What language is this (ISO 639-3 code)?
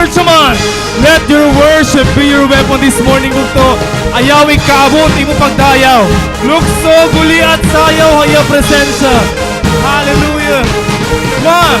war